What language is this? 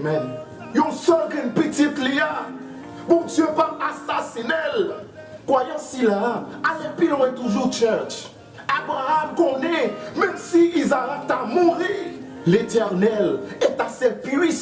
Haitian Creole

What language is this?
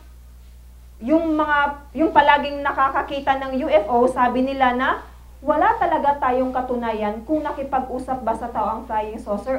Filipino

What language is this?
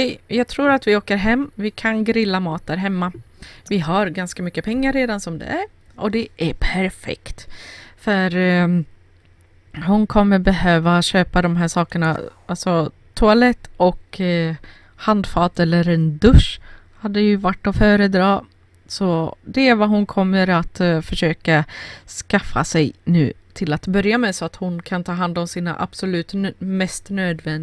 Swedish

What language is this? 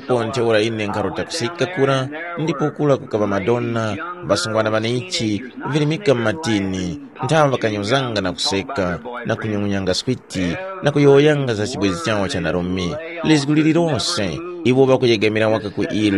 Tumbuka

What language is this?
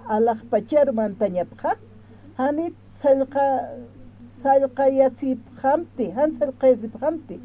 Aymara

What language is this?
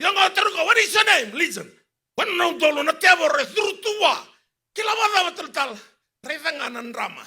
Fijian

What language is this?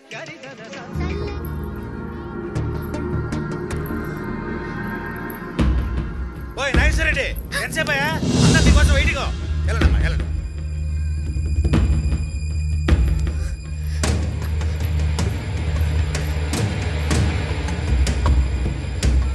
Telugu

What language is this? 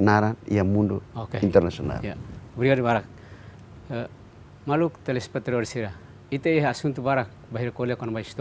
Tetum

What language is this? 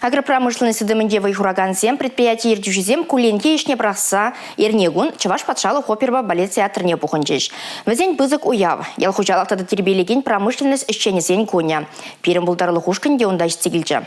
Chuvash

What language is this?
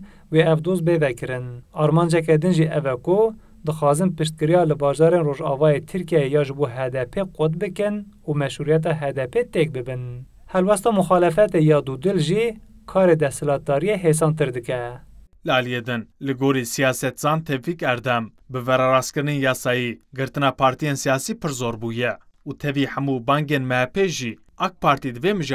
Kurdish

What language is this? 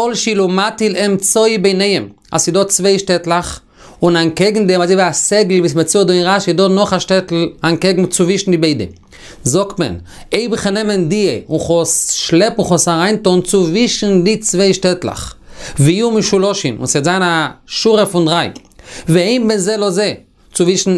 Yiddish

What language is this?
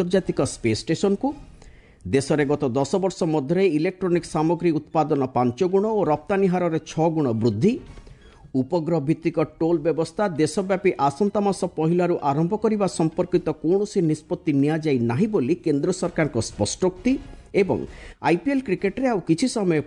Odia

